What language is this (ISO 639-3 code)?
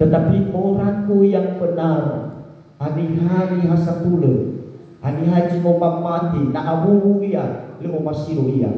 nia